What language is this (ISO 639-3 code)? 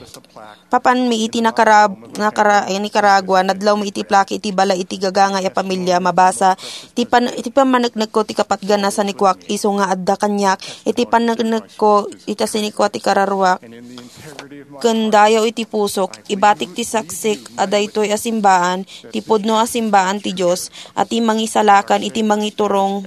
ilo